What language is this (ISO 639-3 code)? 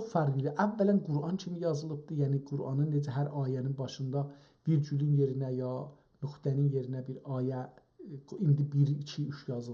azb